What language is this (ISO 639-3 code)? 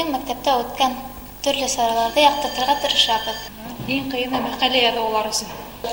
bak